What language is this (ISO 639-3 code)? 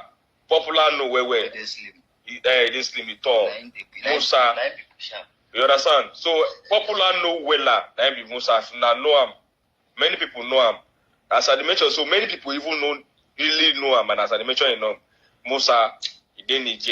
pcm